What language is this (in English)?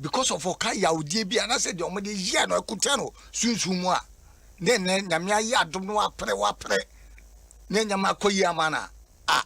Akan